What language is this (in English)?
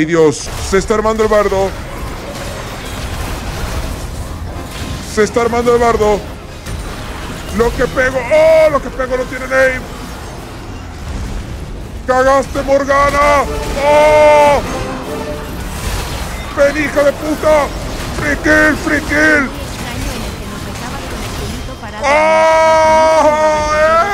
Spanish